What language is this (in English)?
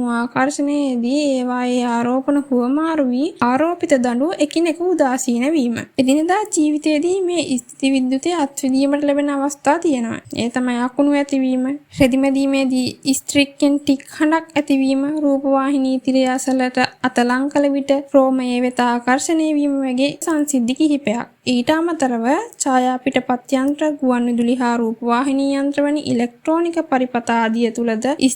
Sinhala